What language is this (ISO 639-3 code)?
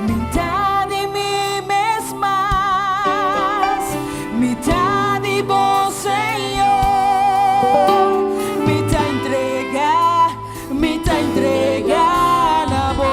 pap